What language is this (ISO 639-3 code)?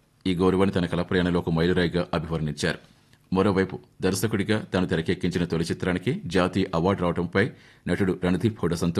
tel